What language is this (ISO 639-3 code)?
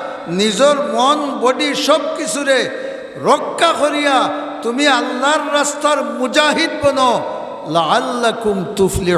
syl